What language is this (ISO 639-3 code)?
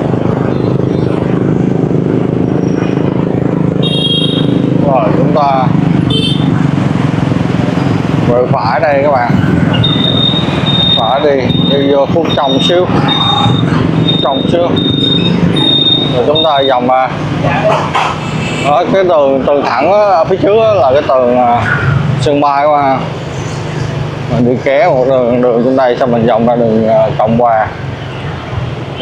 vie